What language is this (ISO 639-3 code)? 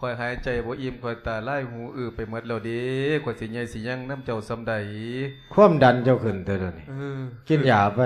lao